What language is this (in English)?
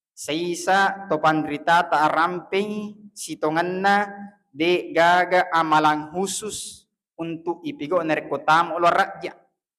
Buginese